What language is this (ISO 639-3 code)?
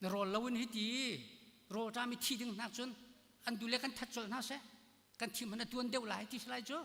cnh